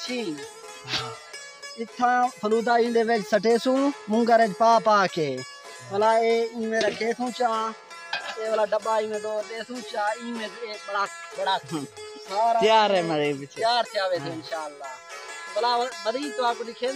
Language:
Saraiki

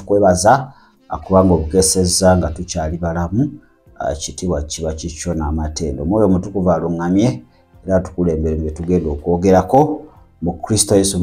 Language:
Ganda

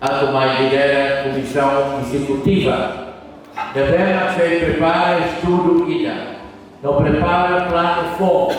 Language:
Tetum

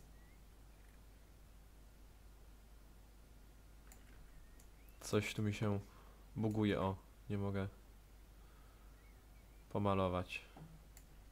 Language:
Polish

